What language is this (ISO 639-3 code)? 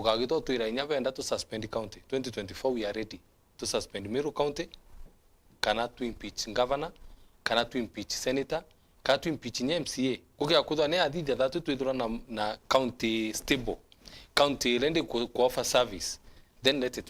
mer